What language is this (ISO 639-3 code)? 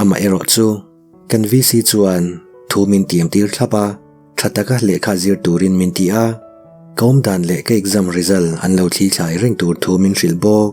lus